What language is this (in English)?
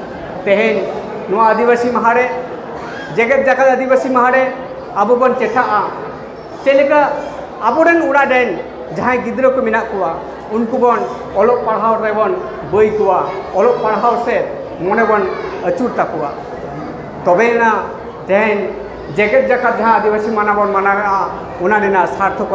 Santali